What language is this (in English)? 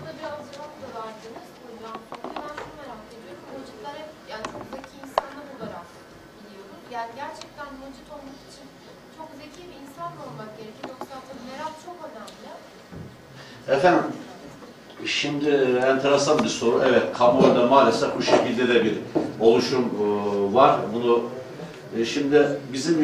Turkish